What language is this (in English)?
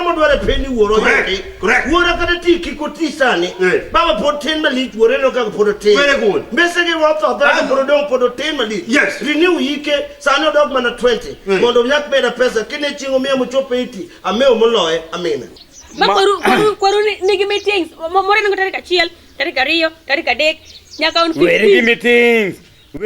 Luo (Kenya and Tanzania)